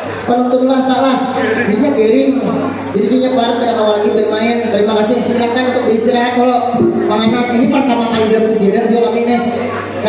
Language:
Banjar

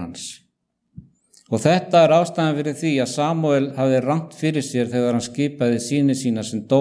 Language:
Icelandic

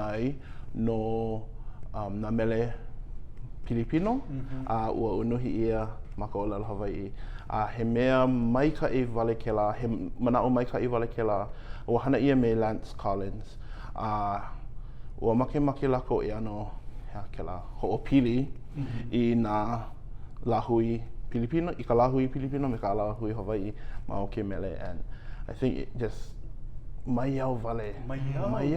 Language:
Hawaiian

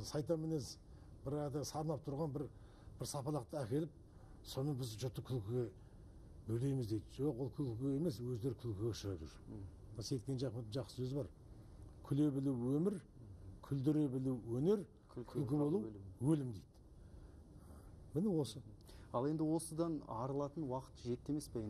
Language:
Kazakh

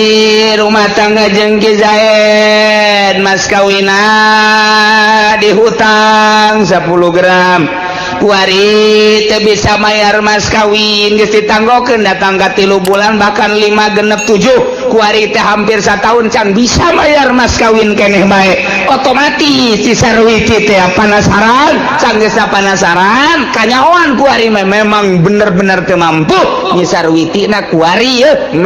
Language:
Sundanese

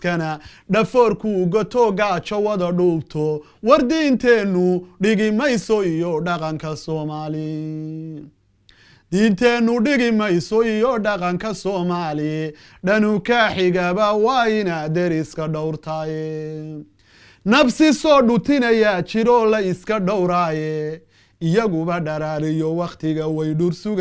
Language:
Somali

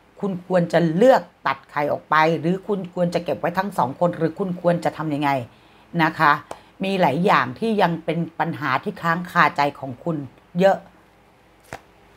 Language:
Thai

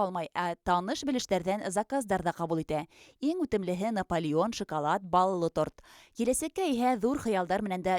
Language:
Bashkir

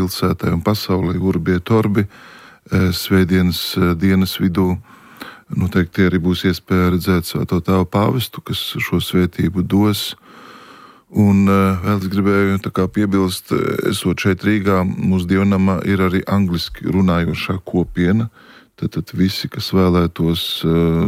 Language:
Latvian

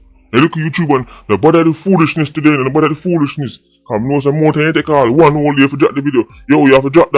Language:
Jamaican Creole English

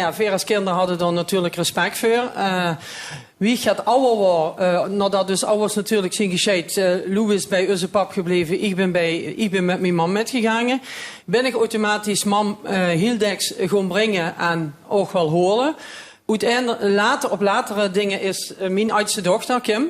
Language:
Limburgish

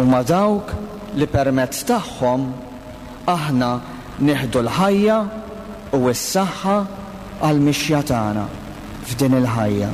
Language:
Maltese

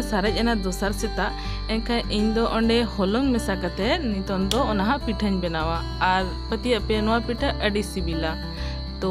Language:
Santali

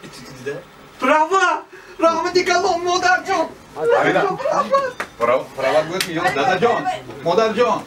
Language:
Tajik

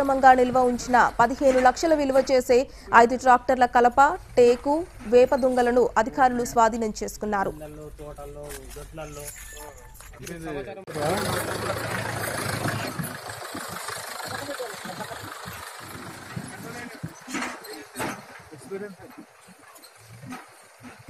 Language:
Telugu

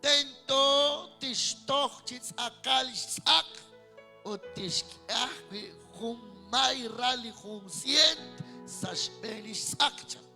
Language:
Kekchí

